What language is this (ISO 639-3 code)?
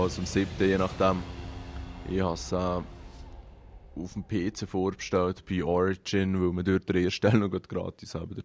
gsw